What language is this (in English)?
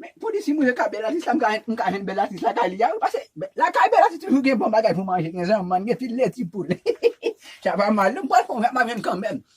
Haitian Creole